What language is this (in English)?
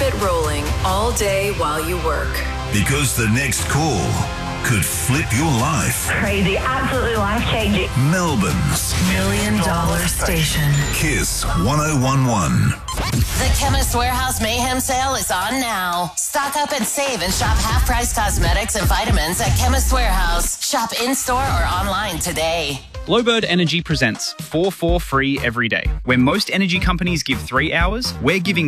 English